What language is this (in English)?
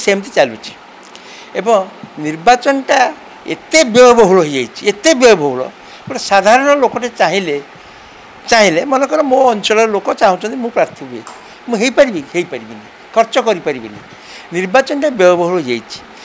Odia